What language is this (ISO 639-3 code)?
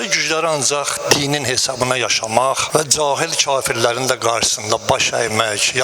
aze